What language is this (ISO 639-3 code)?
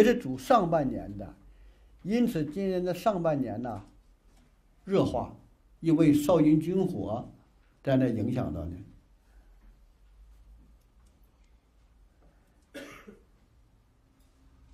zho